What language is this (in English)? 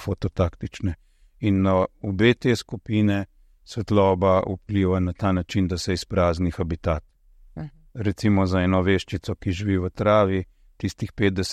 Slovenian